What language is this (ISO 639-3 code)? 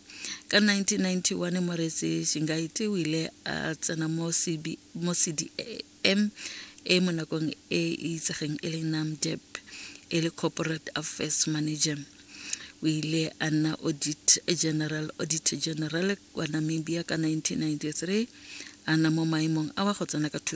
tsn